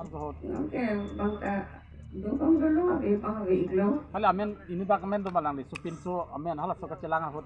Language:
Karbi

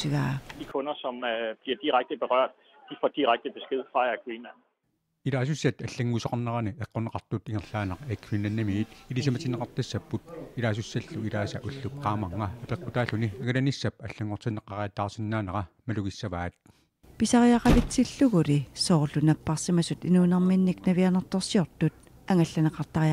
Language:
Kalaallisut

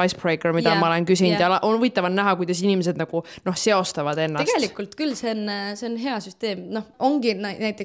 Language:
Estonian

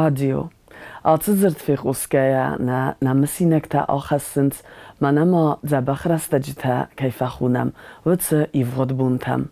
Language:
Ossetic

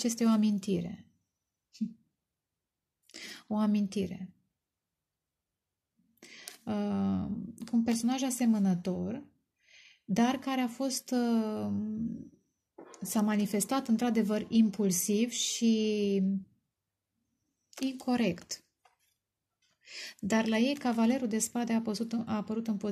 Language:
Romanian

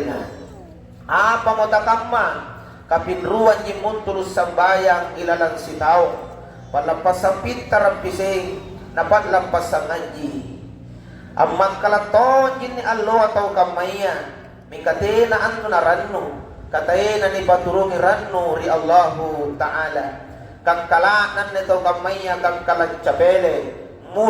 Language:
Makasar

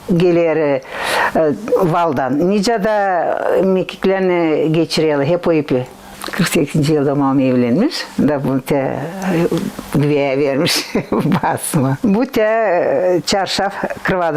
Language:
Gagauz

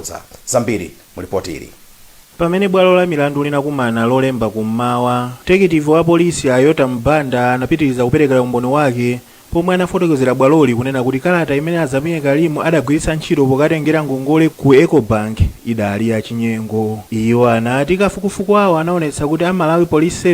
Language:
Nyanja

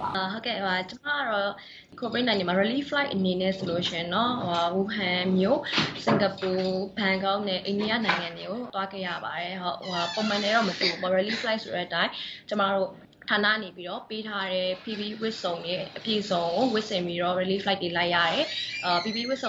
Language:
Burmese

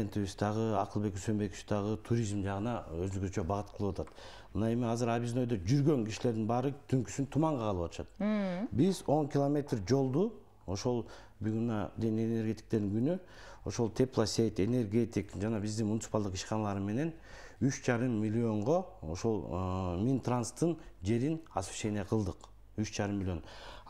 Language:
Kyrgyz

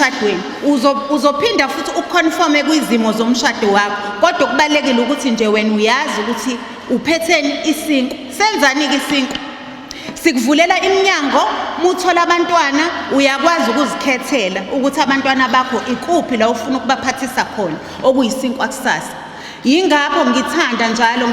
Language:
Zulu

